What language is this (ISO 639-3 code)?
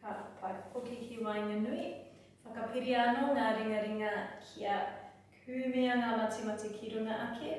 mri